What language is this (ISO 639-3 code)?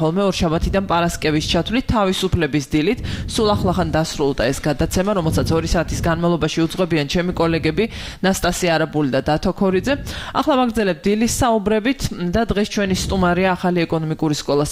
kat